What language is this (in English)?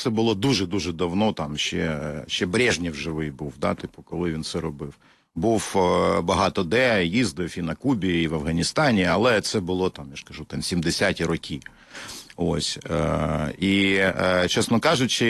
Ukrainian